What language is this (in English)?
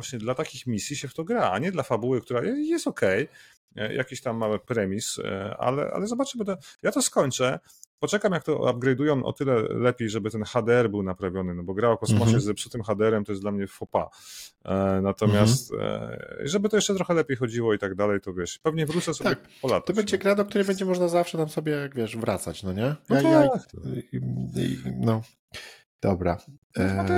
Polish